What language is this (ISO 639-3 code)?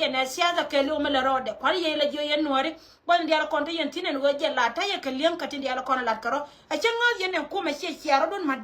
nus